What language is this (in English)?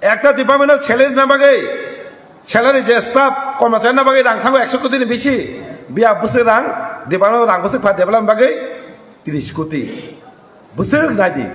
Kok Borok